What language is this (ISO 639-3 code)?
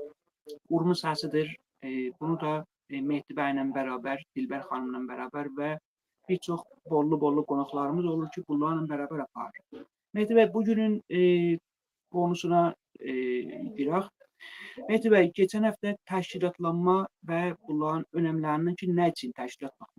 aze